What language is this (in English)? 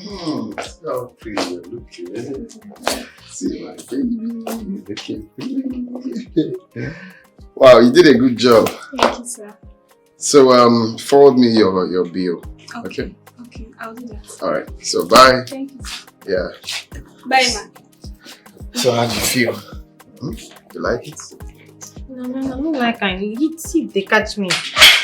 Nigerian Pidgin